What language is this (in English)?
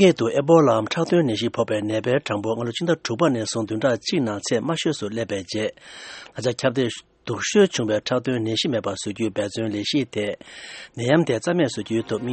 Tibetan